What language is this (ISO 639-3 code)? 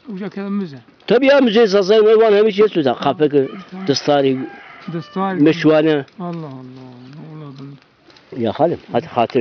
zza